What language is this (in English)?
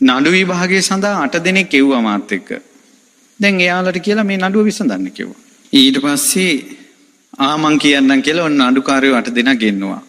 Sinhala